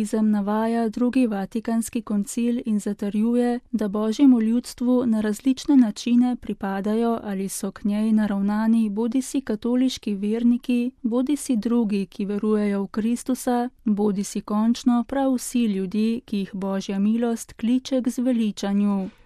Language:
Slovenian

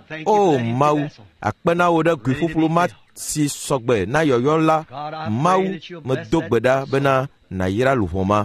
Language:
Ewe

